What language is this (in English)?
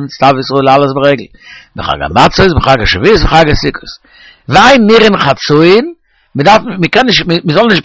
Yiddish